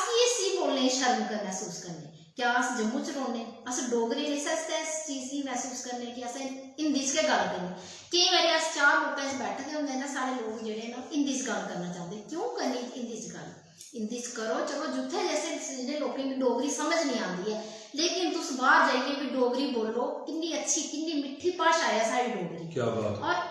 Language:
Dogri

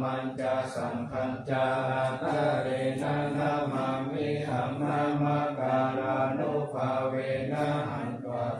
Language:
Pali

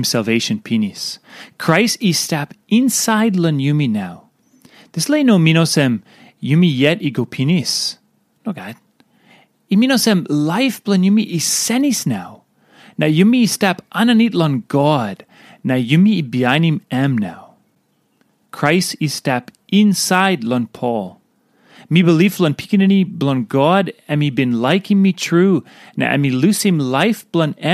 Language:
Tok Pisin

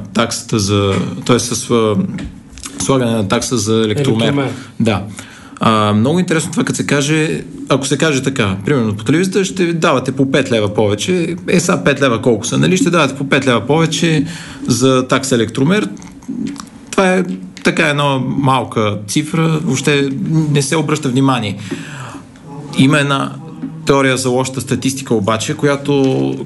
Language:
Bulgarian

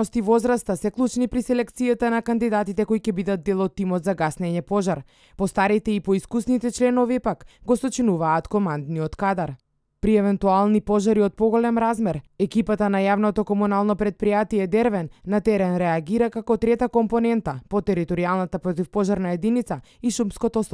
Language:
Macedonian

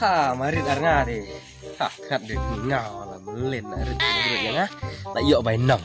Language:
Khasi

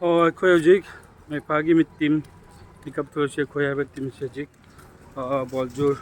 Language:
Manipuri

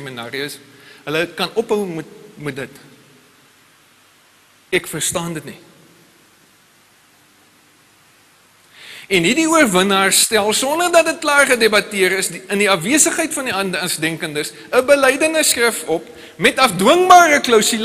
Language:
Afrikaans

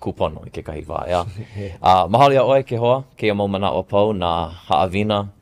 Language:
Hawaiian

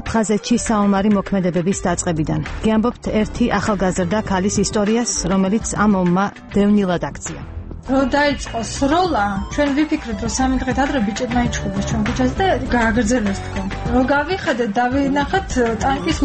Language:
Georgian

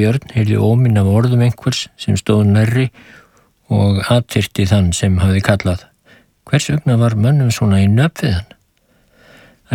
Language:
Icelandic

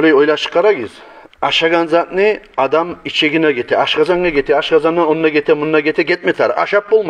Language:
Kumyk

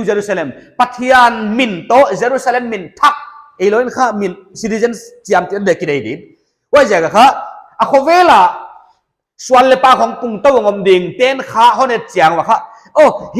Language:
Paite Chin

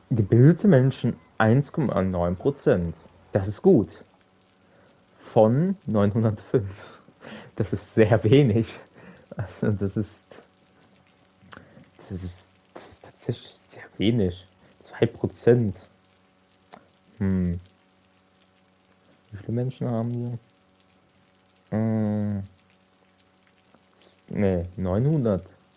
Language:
German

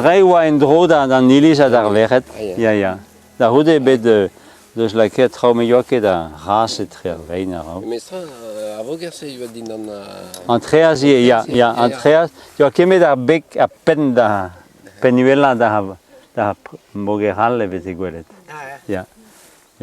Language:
Breton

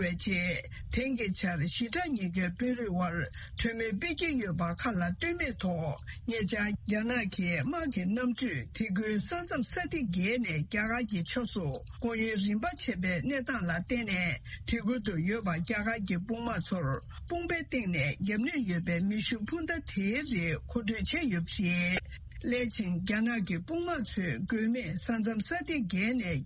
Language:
Tibetan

